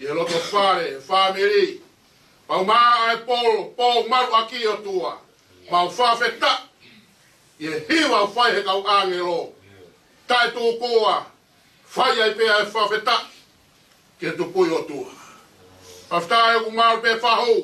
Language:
Tongan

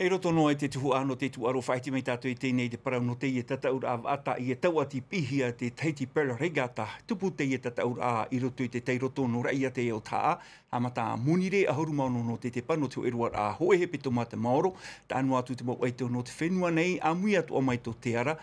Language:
Tahitian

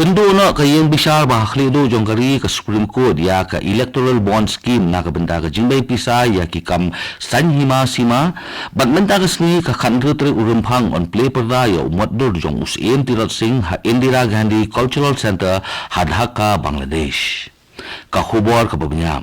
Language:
Khasi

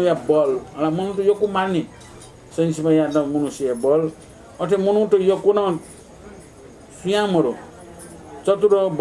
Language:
Newari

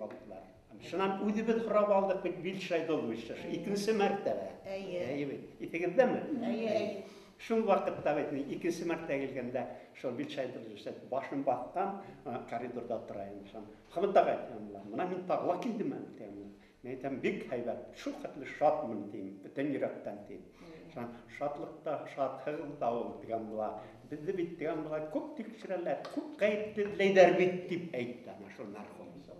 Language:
Bashkir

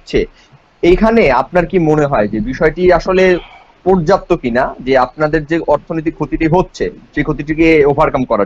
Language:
Bangla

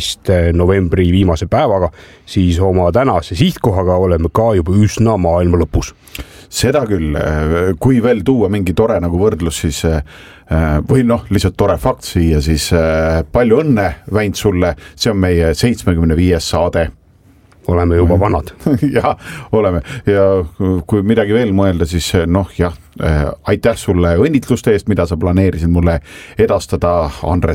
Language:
Estonian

